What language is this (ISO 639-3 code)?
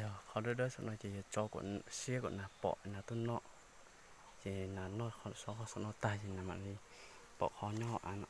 hmn